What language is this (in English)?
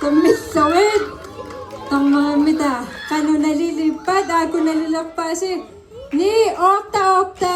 Kalaallisut